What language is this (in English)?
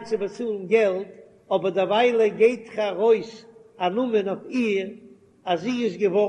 Yiddish